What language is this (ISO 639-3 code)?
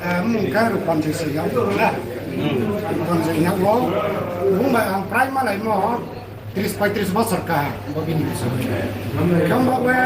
ria